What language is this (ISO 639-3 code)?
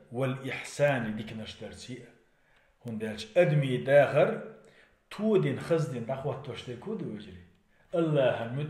che